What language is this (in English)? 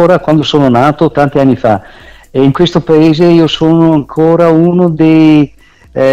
Italian